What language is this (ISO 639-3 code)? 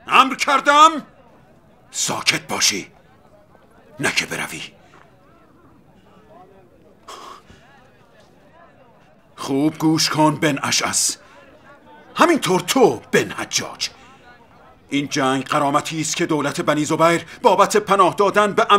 fas